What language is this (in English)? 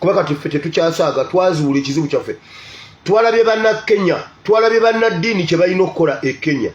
Ganda